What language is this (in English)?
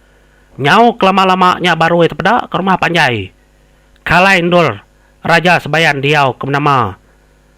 Iban